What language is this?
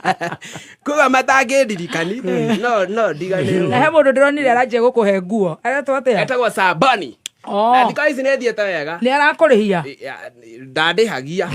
Kikuyu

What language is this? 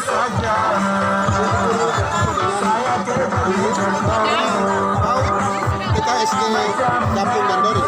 Papuan Malay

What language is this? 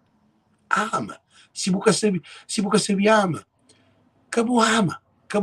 Kabuverdianu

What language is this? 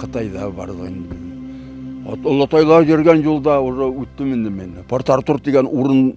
Bashkir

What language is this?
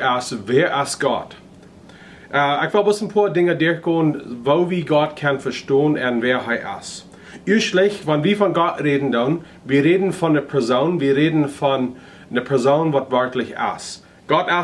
Plautdietsch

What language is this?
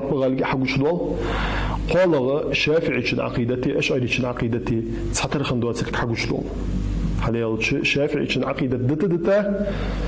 Ingush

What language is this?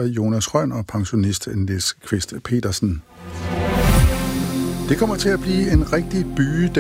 Danish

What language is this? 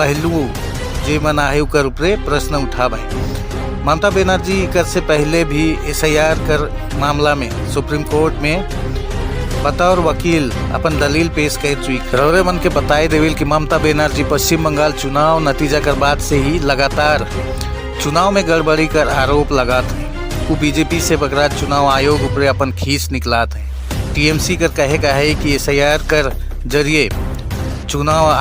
Sadri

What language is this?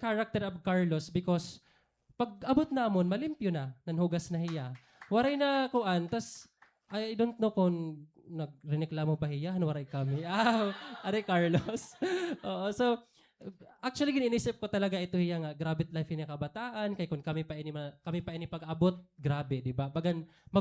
Waray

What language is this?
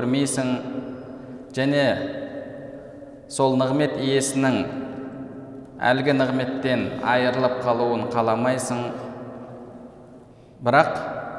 Kazakh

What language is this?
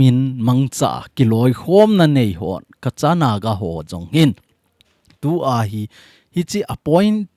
Thado Chin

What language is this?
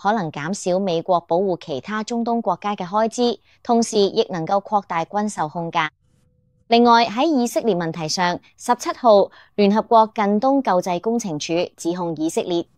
Cantonese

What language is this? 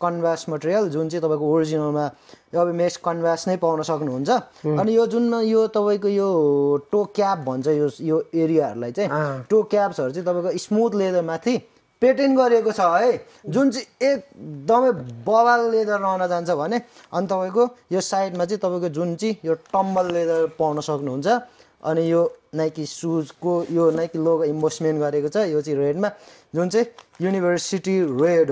Nepali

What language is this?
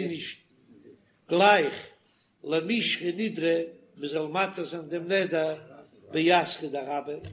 Yiddish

